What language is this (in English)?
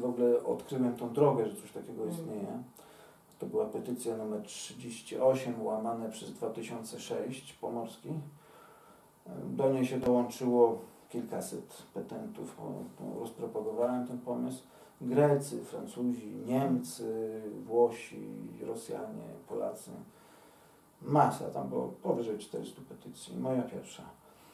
Polish